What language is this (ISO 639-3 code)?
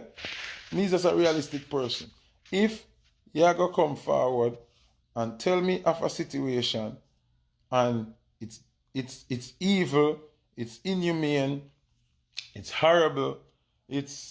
jam